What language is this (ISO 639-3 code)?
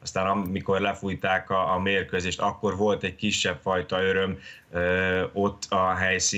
hun